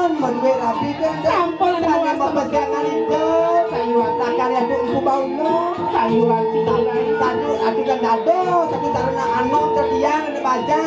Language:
Balinese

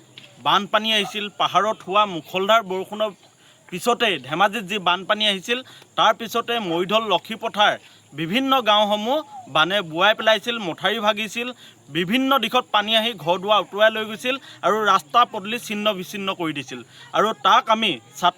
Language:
Assamese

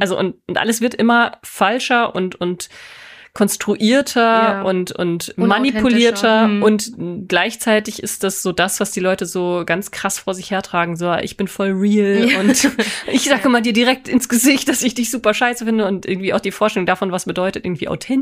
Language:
German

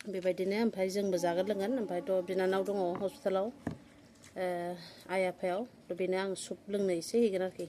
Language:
Bodo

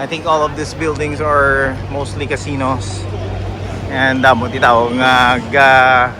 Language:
Hiligaynon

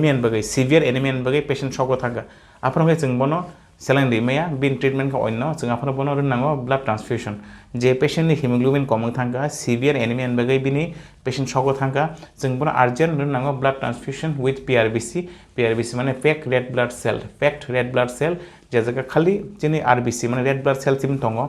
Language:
Kok Borok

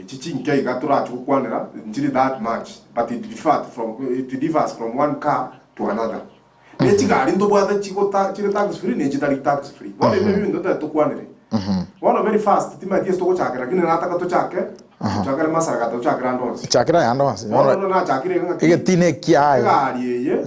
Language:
Gusii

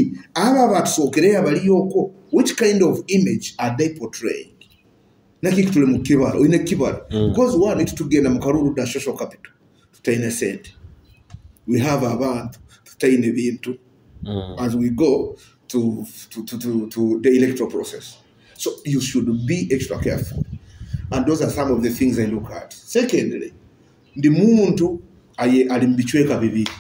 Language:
Nyoro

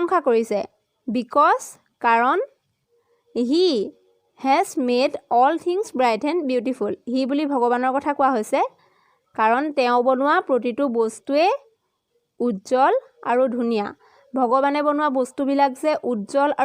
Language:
Assamese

